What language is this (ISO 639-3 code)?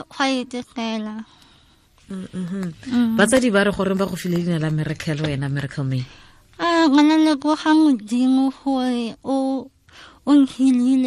tsn